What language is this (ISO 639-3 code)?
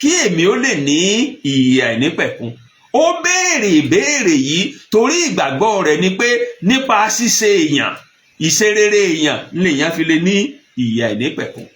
yor